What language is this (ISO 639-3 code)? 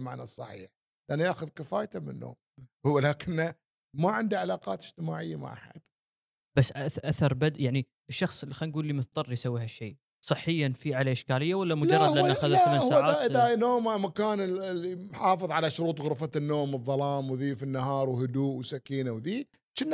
afb